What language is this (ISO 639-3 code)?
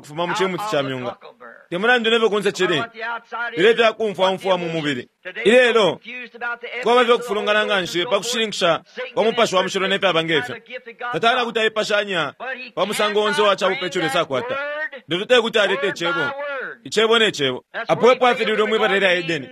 bem